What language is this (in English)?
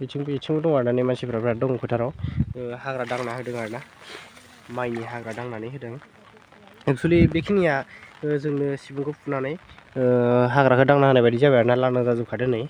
Bodo